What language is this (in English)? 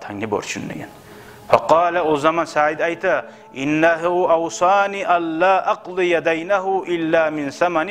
Kumyk